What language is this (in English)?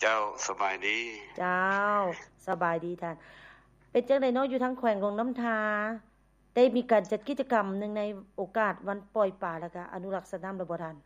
Lao